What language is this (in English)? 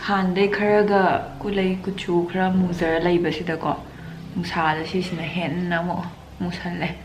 Manipuri